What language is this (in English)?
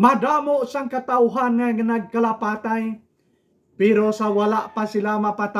Hiligaynon